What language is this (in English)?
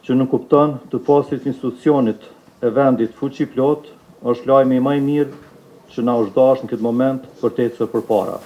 Albanian